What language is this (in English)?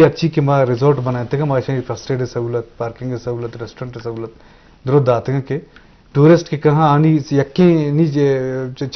Eastern Balochi